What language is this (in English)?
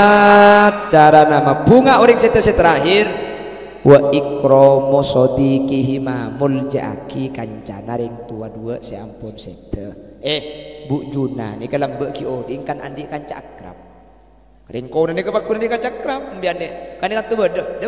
Madurese